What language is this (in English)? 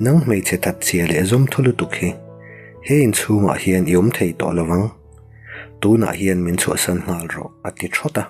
Mizo